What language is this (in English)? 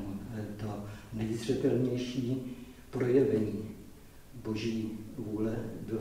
Czech